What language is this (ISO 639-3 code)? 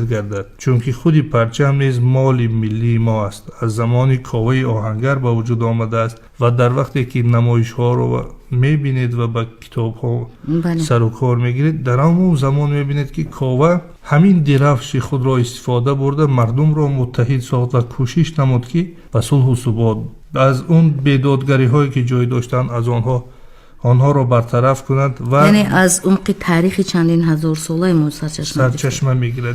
tgk